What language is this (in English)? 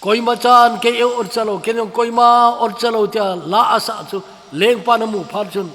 Thado Chin